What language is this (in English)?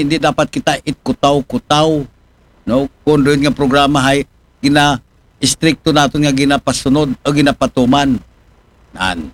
Aklanon